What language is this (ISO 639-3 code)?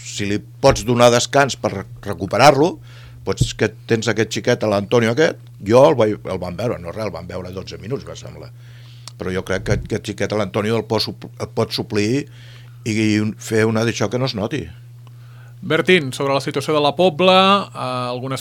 cat